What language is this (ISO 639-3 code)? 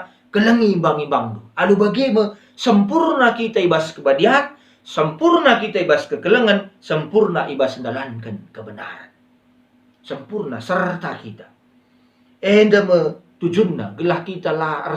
btx